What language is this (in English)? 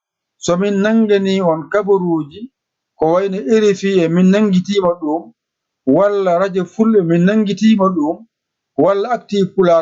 Fula